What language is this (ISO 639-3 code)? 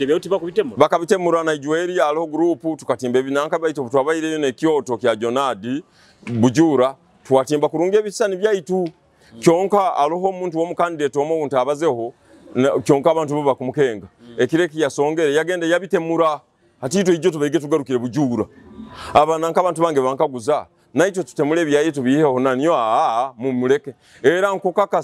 nyo